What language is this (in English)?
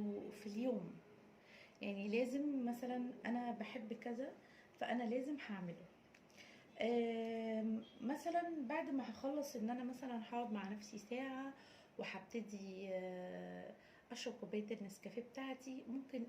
Egyptian Arabic